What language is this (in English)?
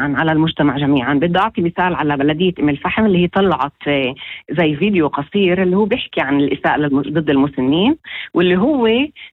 North Levantine Arabic